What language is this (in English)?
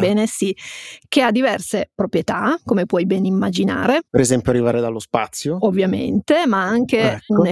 Italian